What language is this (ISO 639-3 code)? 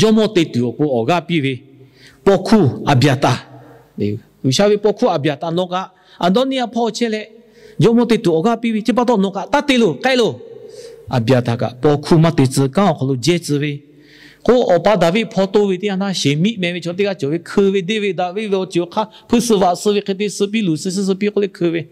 lhu